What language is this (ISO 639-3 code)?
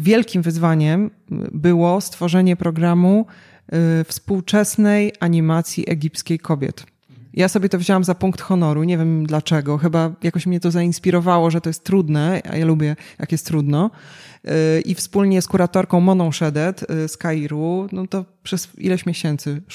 pol